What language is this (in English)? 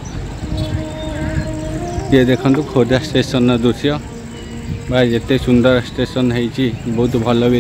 Odia